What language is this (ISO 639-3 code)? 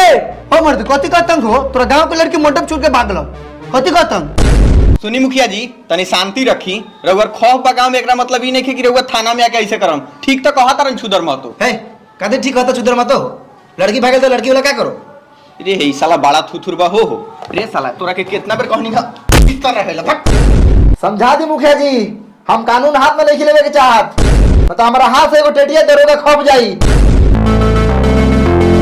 bho